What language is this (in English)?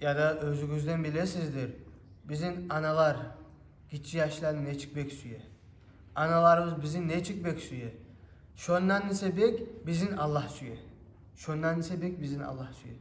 Kumyk